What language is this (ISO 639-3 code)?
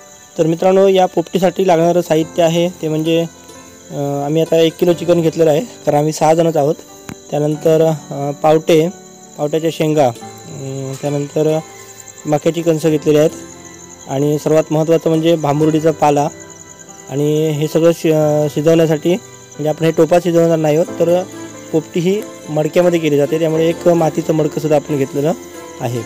mar